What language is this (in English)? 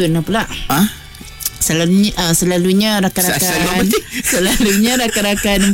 Malay